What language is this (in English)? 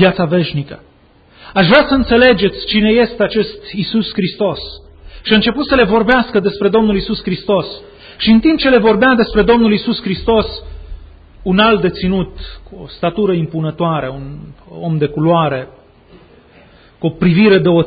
Romanian